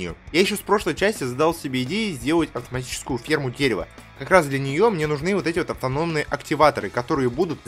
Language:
Russian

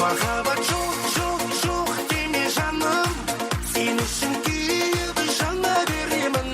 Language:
Kara-Kalpak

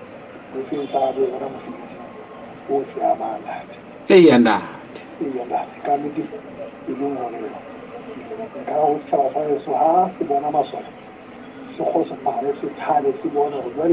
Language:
Southern Sotho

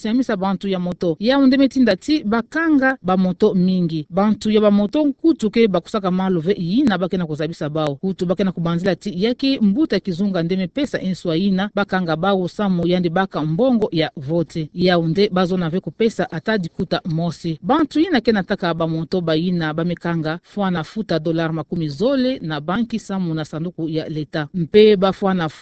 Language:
Kituba (Democratic Republic of Congo)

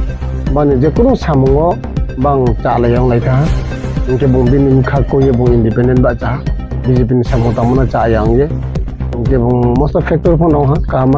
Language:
Kok Borok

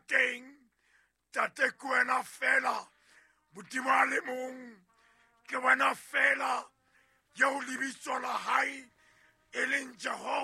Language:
Southern Sotho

